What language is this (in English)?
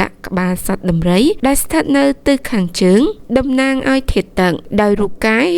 Khmer